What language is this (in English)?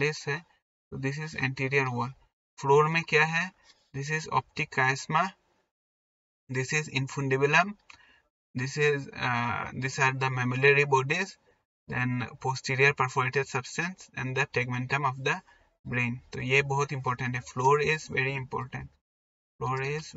Hindi